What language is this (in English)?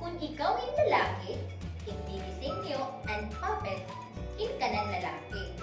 Waray